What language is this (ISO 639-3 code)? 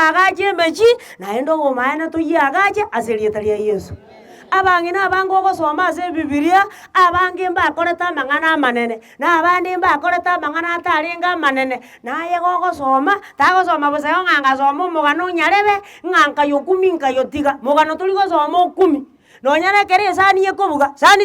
guz